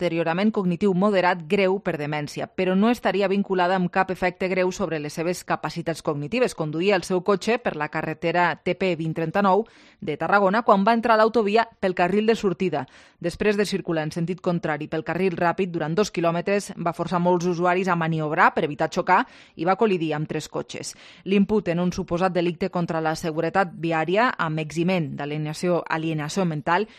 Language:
Catalan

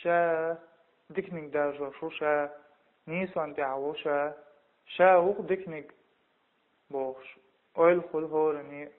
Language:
Chechen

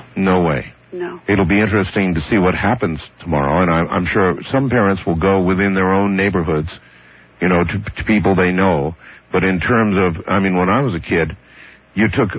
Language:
English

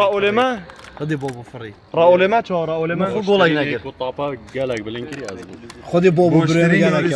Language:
Kurdish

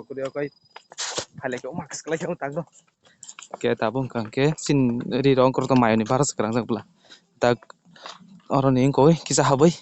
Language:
Kok Borok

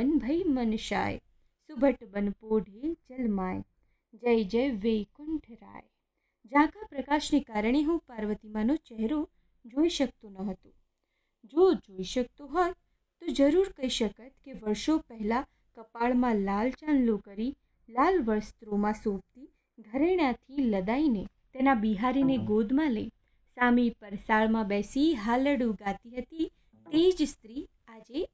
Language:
Gujarati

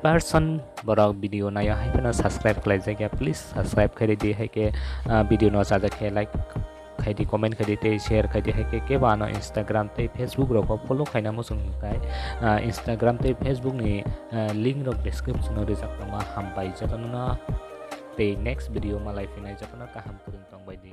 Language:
Kok Borok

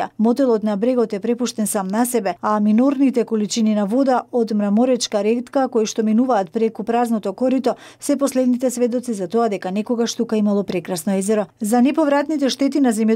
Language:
Macedonian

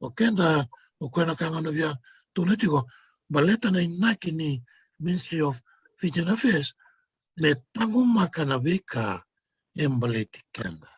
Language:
Fijian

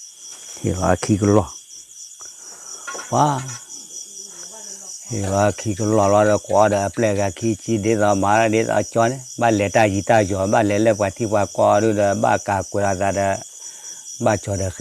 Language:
S'gaw Karen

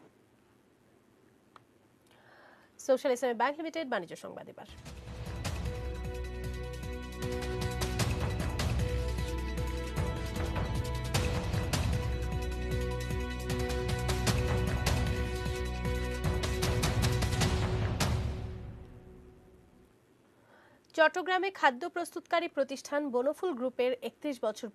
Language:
Bangla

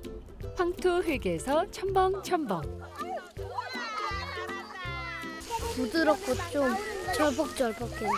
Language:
Korean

